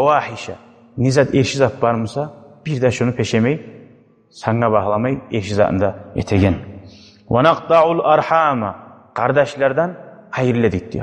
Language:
Kumyk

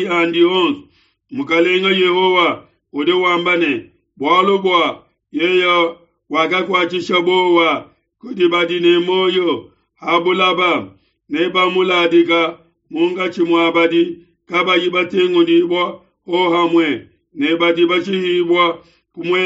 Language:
Luba-Lulua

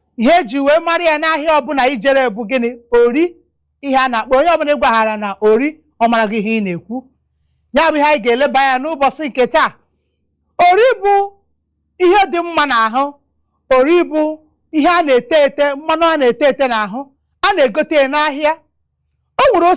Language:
Igbo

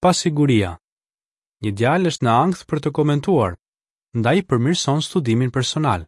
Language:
Albanian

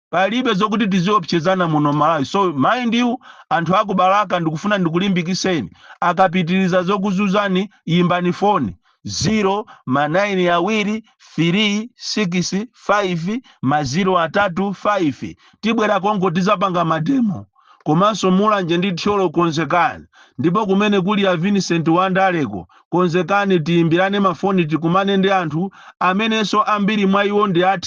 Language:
Nyanja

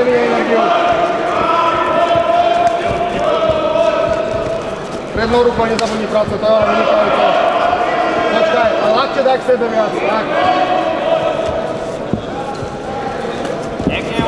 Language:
Slovak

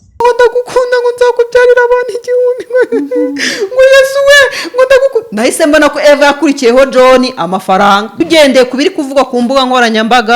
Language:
Kinyarwanda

